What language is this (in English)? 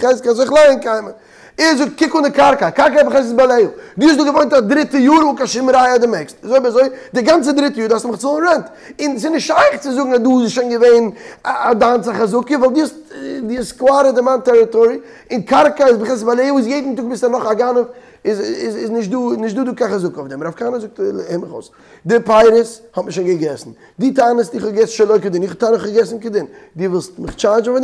Yiddish